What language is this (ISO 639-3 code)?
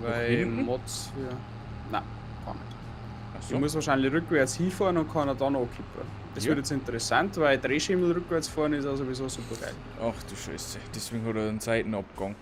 bar